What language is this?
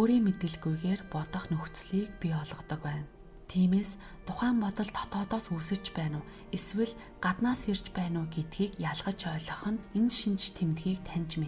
Mongolian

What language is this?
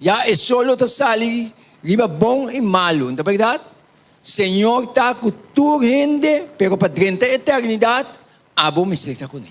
Papiamento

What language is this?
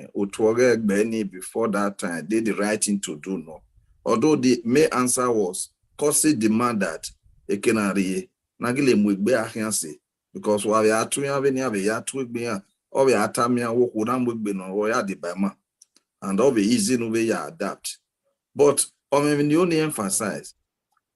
Bini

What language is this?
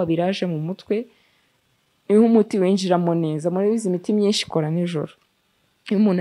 Kinyarwanda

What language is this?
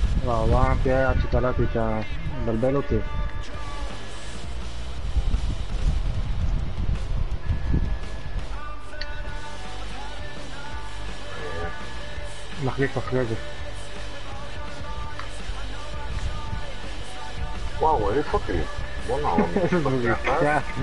Hebrew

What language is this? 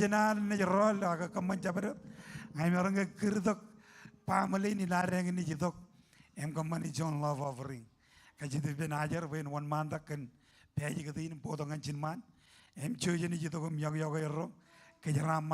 Marshallese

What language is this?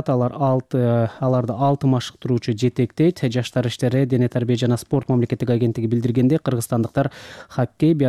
Kyrgyz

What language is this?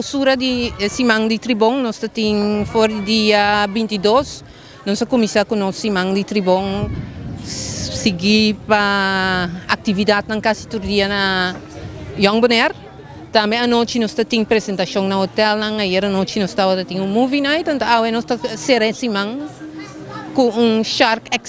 Papiamento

